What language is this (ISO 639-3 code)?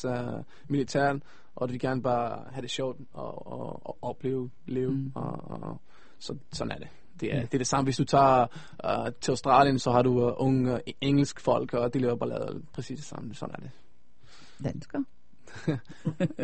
dan